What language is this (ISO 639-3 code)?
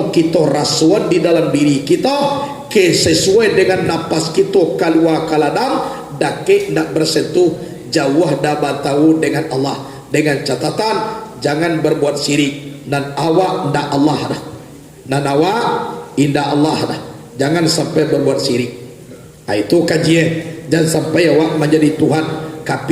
min